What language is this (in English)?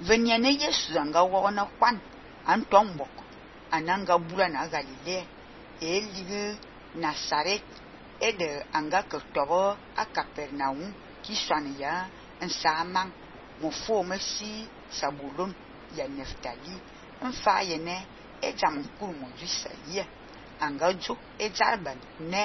Fang